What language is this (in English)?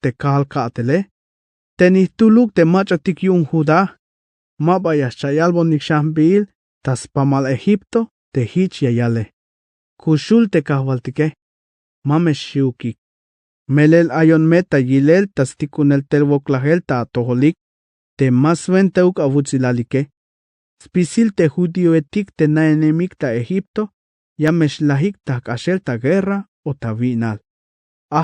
Tzeltal